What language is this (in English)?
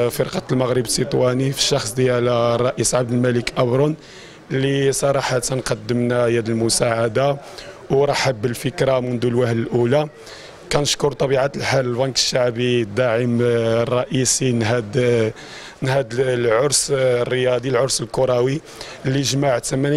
Moroccan Arabic